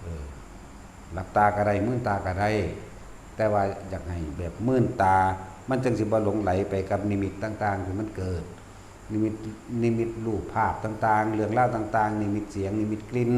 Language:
Northeastern Thai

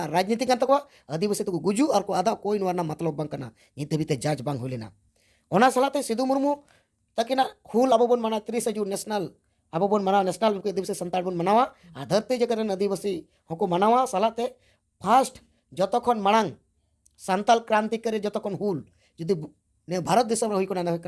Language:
Santali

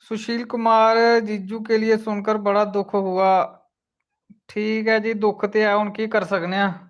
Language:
Dogri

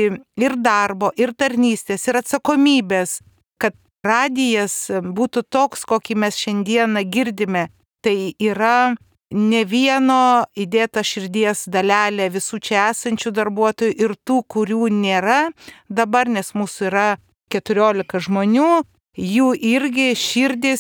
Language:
Lithuanian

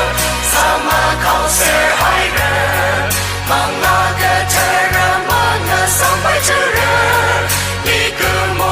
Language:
Tangkhul Naga (India)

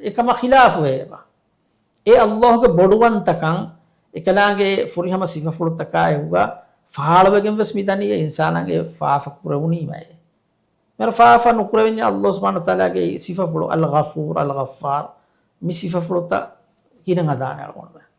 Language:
Divehi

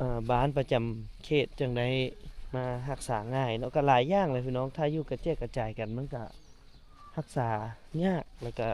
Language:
Lao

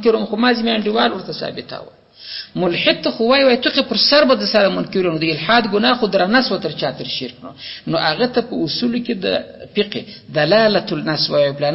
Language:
Pashto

